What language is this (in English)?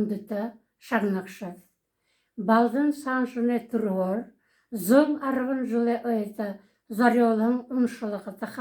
Buriat